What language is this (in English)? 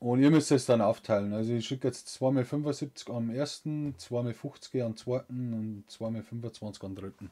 Bavarian